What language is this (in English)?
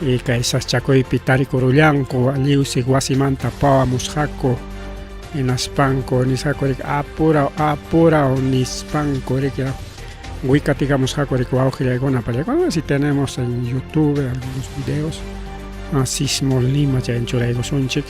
Ayacucho Quechua